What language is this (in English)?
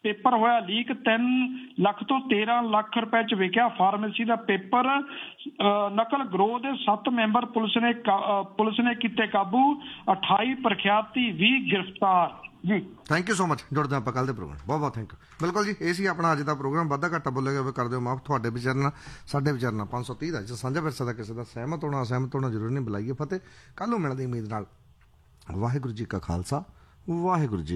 Punjabi